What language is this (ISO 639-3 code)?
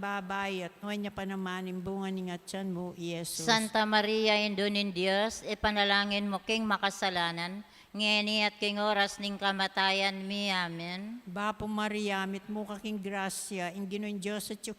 pam